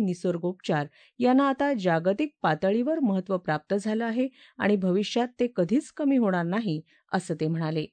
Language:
Marathi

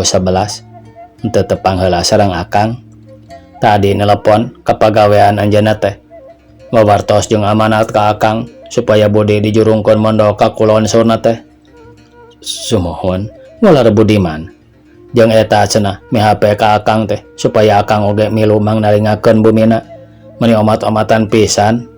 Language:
Sundanese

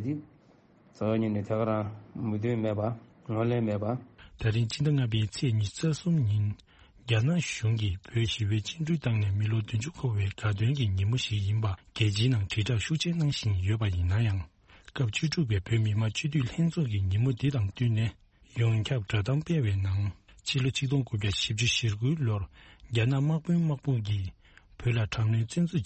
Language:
Tibetan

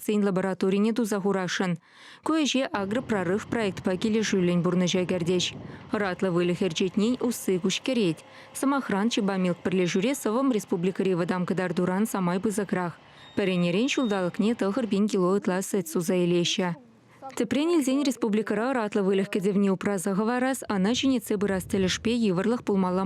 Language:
Chuvash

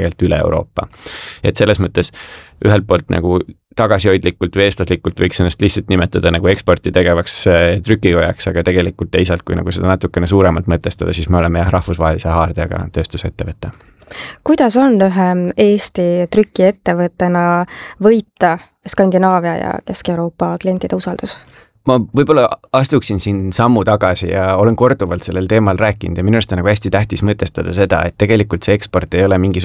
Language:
Estonian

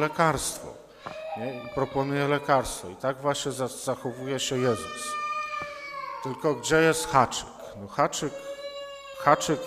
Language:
Polish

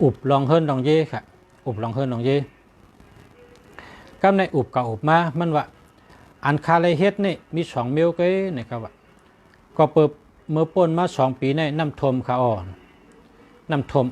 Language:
Shan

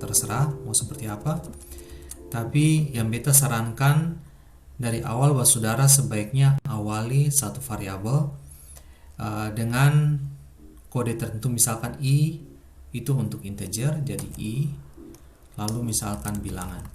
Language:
Ambonese Malay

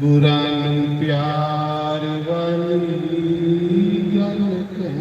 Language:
Dogri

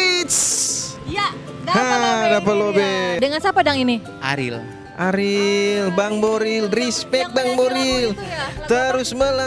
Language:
Manado Malay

